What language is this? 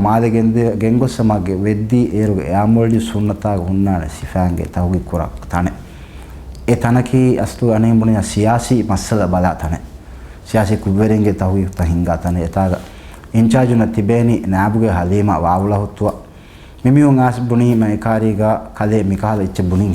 Divehi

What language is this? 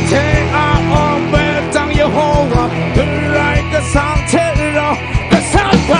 Kachin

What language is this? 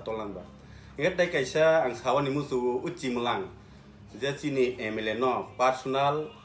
Kok Borok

